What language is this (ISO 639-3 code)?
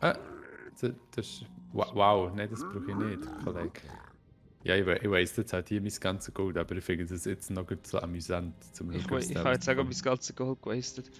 gsw